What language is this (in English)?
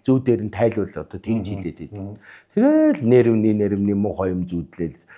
Mongolian